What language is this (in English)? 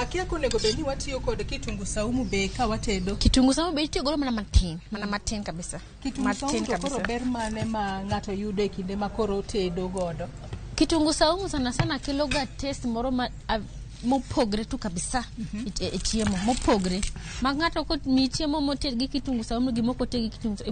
Luo (Kenya and Tanzania)